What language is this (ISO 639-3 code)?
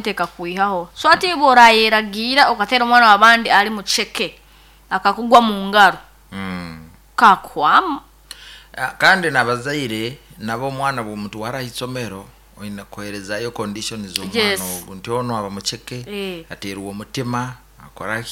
nyo